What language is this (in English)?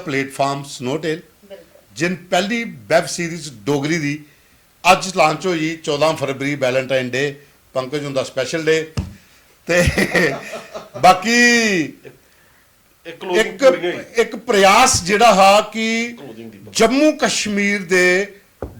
Dogri